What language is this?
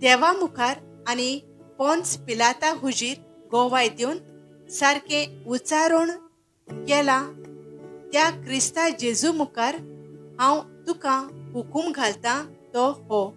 Konkani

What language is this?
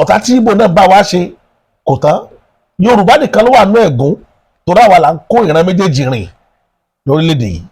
Yoruba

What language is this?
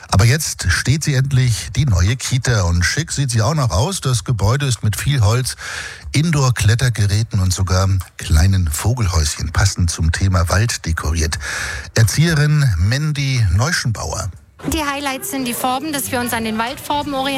German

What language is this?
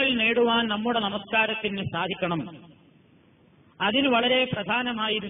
Malayalam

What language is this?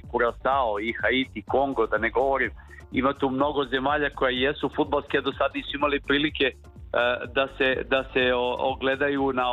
Serbian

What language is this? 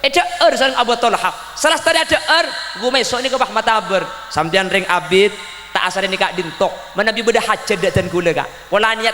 Madurese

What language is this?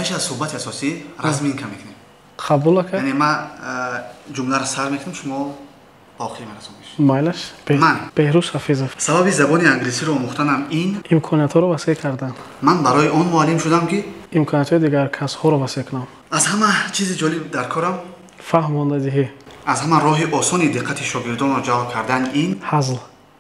Tajik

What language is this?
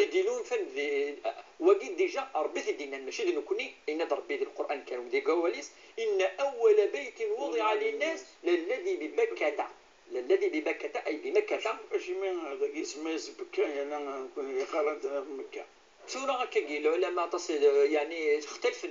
Kabyle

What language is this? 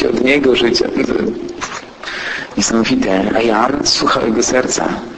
Polish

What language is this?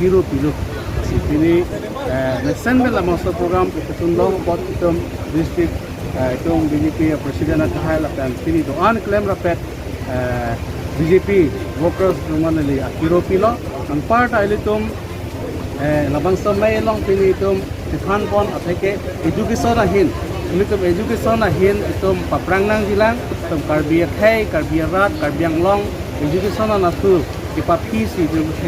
Karbi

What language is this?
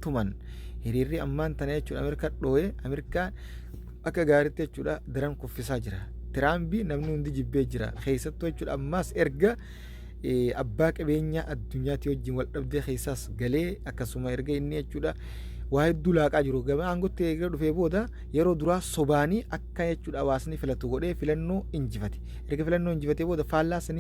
Oromo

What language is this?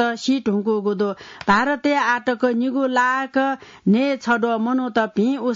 Newari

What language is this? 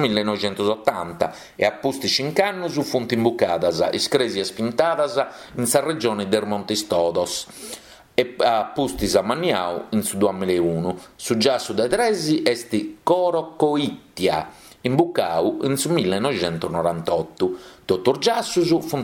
Sardinian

